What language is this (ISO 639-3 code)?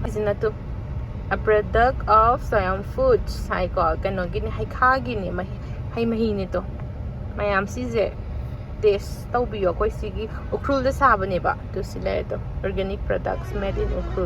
mni